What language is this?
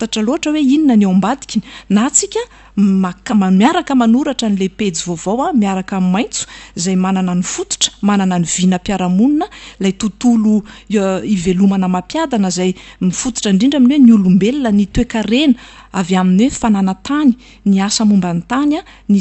Malagasy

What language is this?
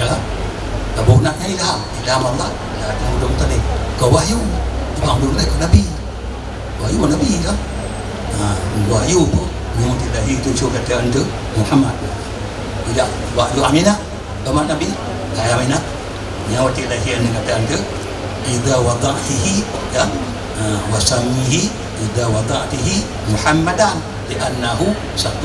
Achinese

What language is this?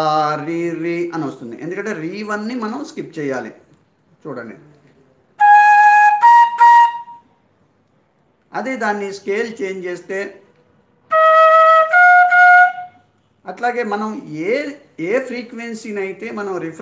Telugu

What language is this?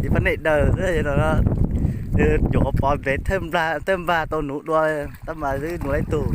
Hmong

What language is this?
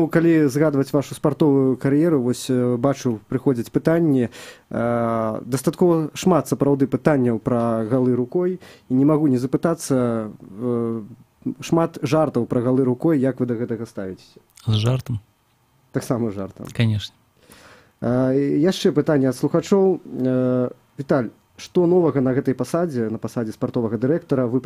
Belarusian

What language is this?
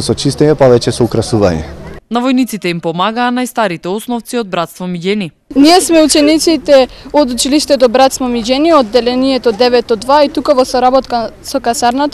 Macedonian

